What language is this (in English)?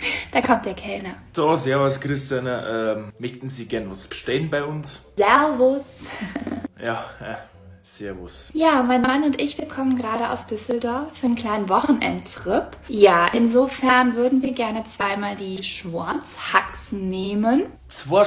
Bavarian